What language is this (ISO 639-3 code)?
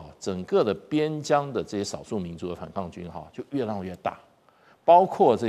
zho